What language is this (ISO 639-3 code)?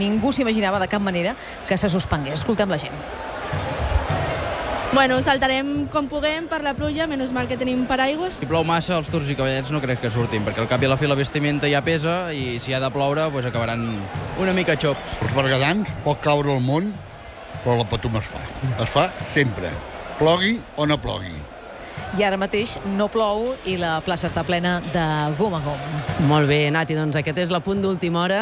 cat